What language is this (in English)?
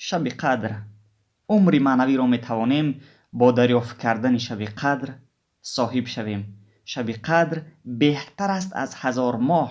Tajik